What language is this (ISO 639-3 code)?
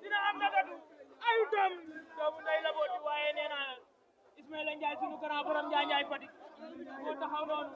wol